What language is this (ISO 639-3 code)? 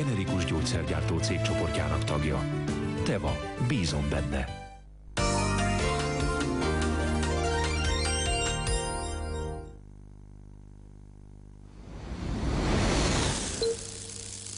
hun